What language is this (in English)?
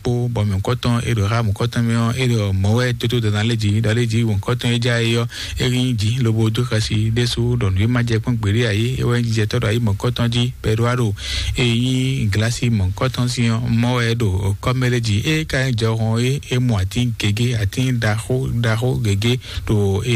Fon